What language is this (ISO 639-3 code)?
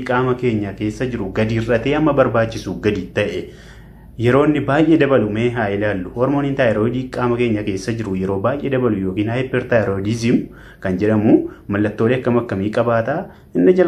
orm